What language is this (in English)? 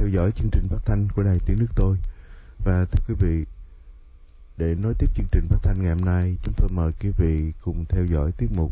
Vietnamese